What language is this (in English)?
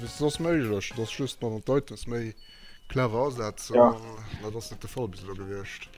Luxembourgish